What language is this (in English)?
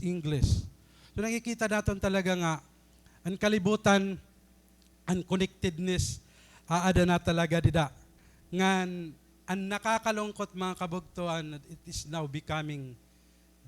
Waray